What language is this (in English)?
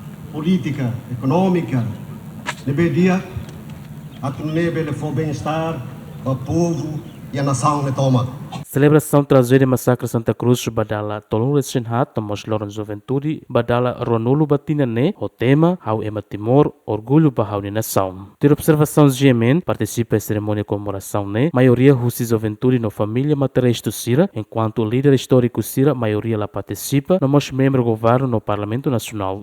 Tetum